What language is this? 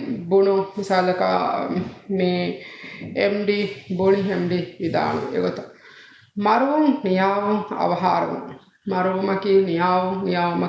Divehi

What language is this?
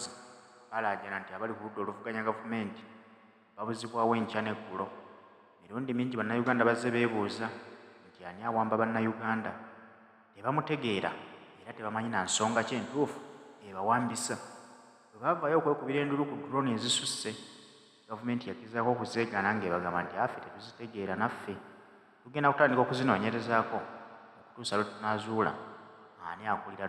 Ganda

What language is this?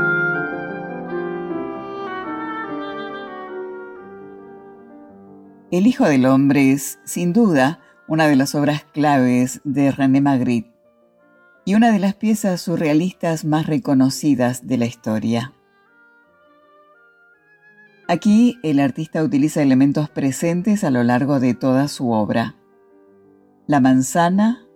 Spanish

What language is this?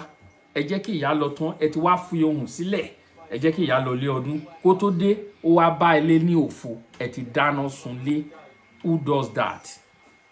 Yoruba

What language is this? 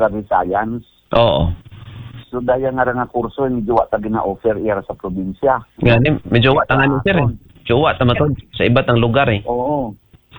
Aklanon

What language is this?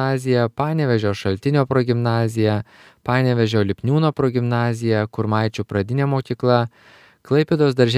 Lithuanian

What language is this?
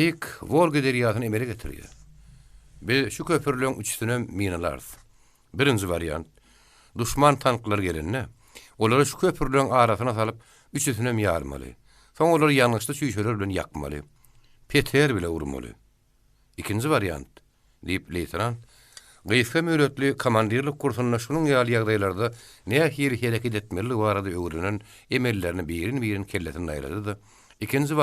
Turkmen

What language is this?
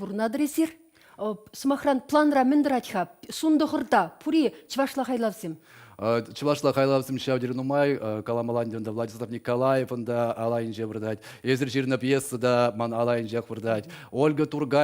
Chuvash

